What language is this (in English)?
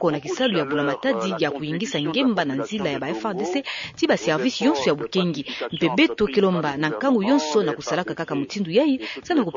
Kituba (Democratic Republic of Congo)